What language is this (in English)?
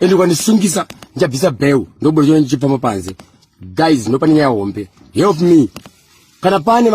Shona